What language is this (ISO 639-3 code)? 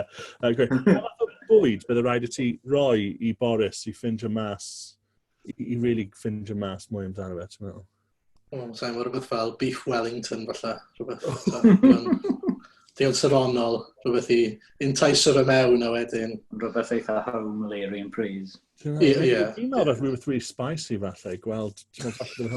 cym